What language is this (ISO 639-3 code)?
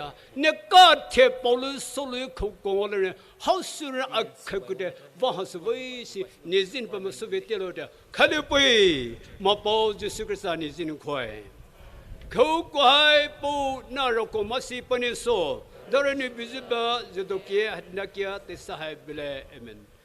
pmx